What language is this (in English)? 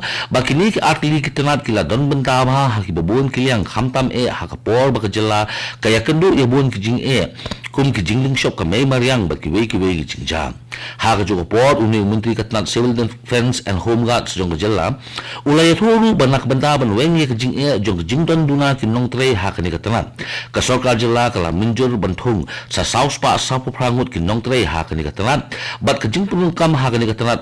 Khasi